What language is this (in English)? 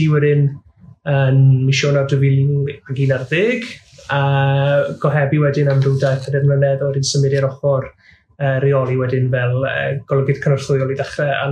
Welsh